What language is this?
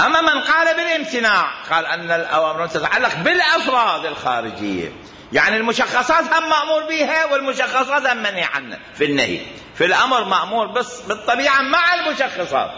Mesopotamian Arabic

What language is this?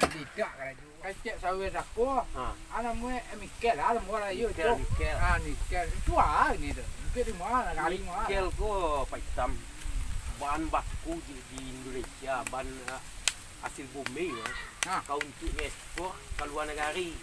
Minangkabau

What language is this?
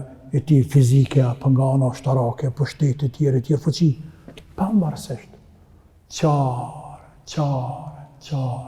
Albanian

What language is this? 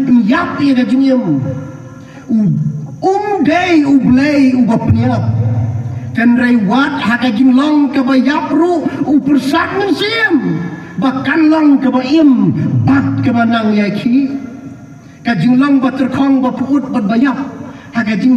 Khasi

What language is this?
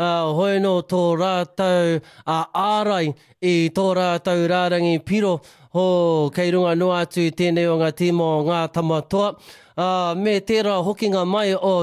Māori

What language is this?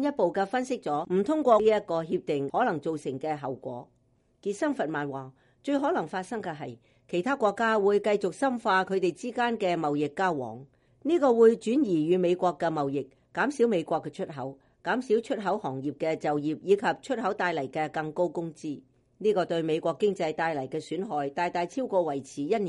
Cantonese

